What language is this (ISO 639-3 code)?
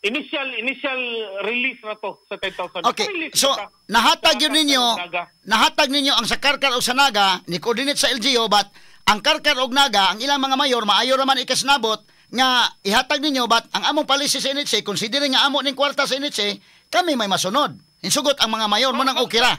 ceb